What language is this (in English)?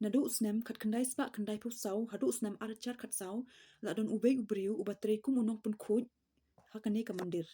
Khasi